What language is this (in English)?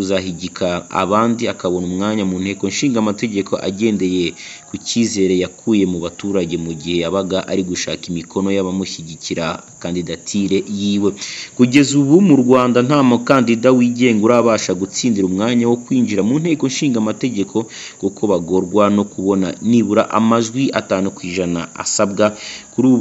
Kinyarwanda